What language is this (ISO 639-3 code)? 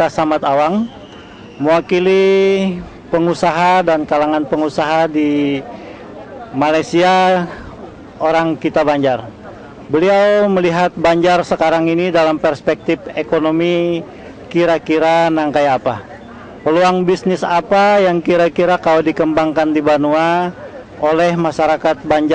bjn